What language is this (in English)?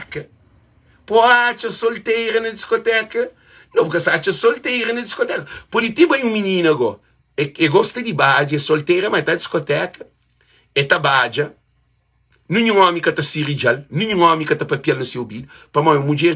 Kabuverdianu